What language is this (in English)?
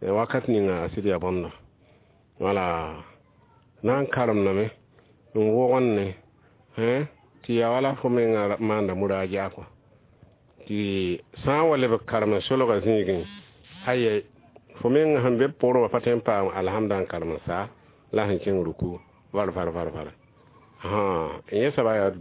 Mossi